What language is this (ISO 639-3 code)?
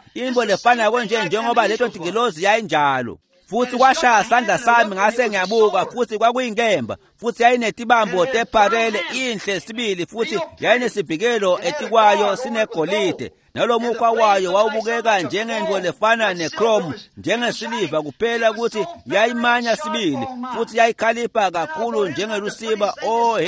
ssw